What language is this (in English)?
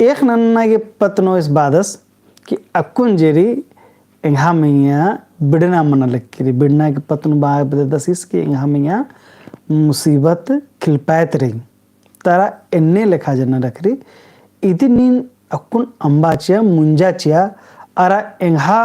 Kurukh